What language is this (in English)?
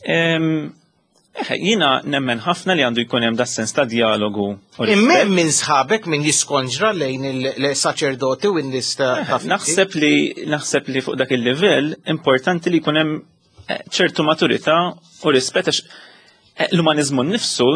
Maltese